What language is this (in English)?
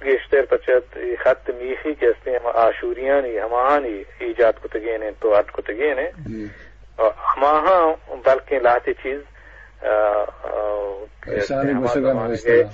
Eastern Balochi